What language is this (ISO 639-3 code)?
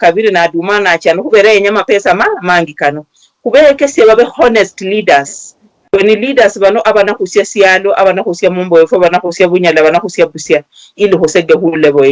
luy